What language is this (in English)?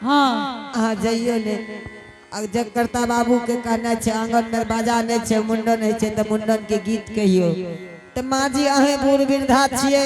Angika